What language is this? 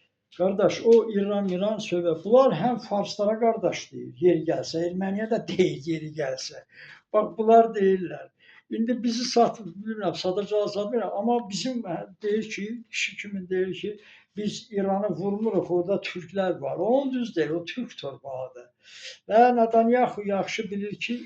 Azerbaijani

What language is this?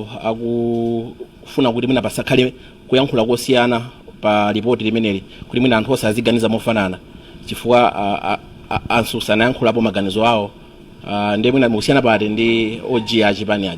Nyanja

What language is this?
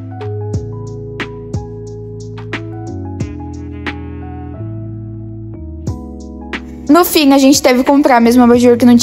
Portuguese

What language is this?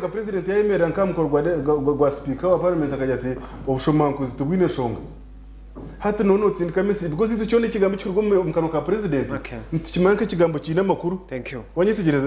Nyankole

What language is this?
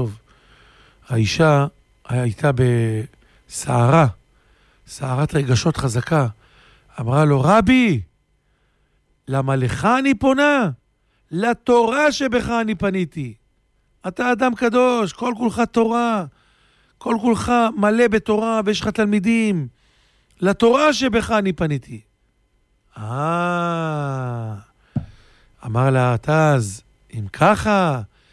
Hebrew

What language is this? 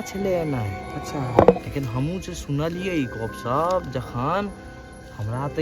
Maithili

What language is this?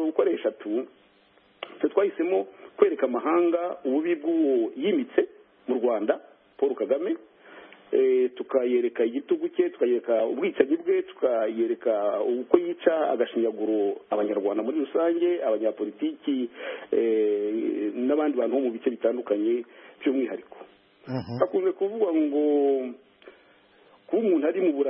Kinyarwanda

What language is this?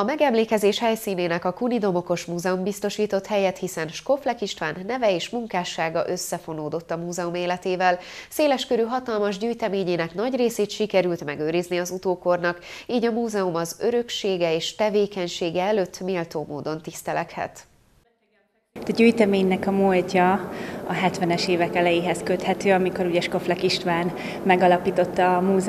Hungarian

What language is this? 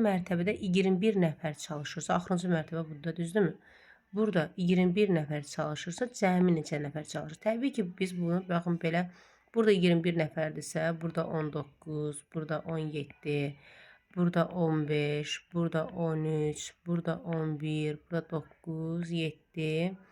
Azerbaijani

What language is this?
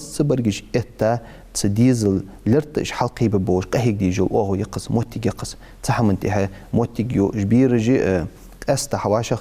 Ingush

